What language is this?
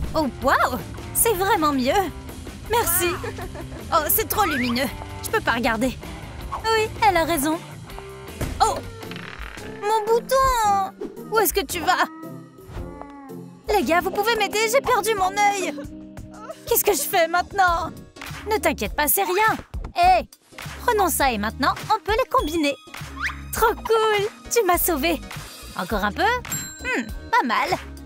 French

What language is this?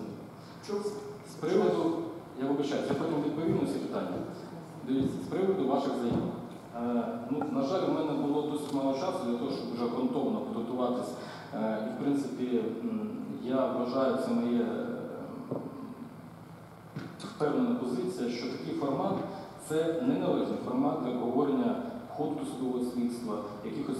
Ukrainian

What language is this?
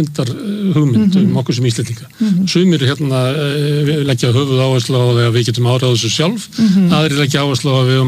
Icelandic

